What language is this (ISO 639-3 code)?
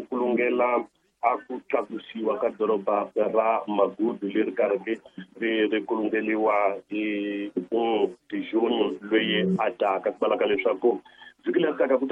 tso